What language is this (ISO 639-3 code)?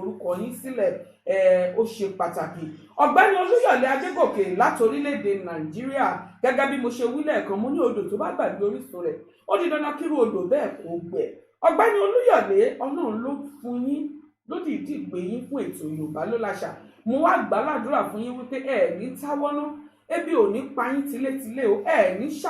yor